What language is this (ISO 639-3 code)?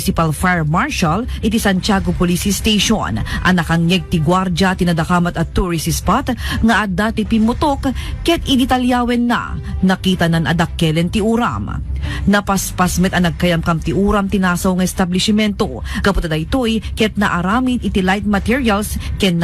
ilo